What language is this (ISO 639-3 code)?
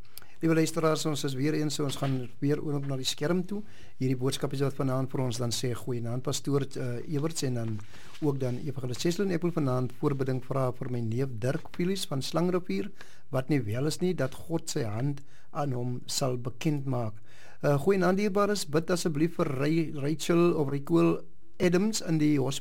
afr